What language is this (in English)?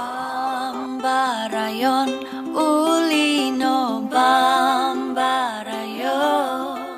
Central Dusun